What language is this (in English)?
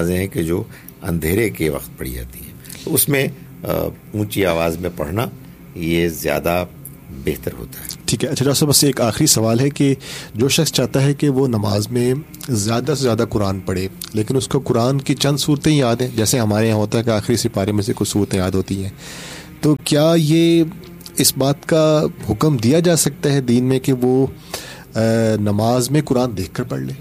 Urdu